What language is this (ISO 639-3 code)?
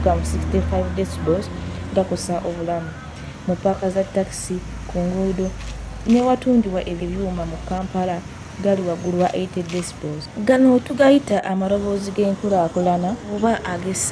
lug